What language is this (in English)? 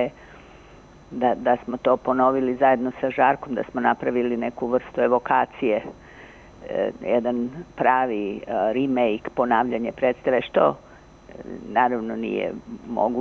Serbian